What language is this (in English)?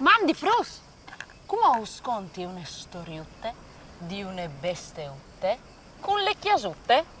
Friulian